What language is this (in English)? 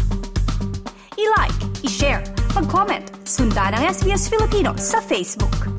Filipino